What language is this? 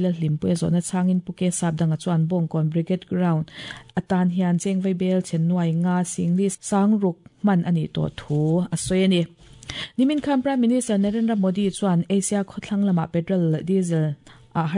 Mizo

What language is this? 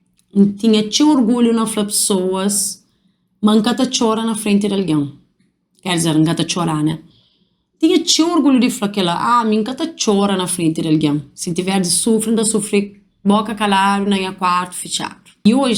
Kabuverdianu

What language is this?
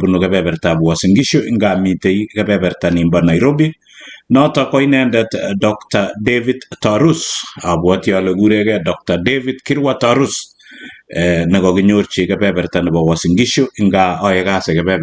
Kalenjin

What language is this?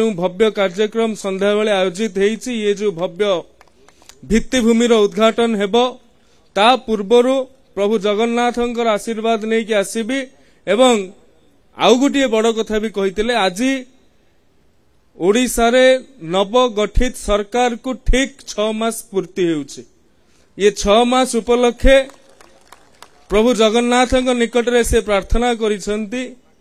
Odia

